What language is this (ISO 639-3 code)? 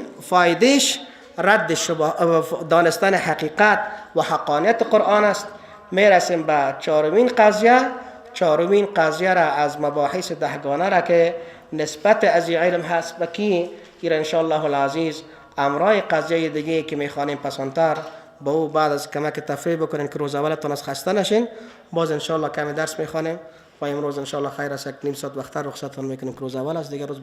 fas